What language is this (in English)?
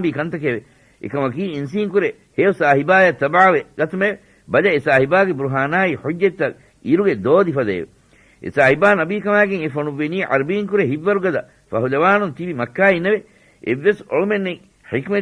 Divehi